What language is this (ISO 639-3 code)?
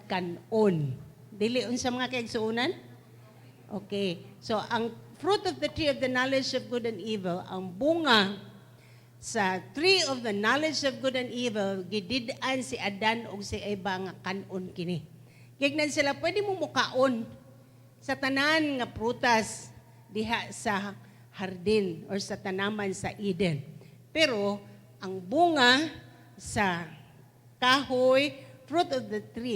ceb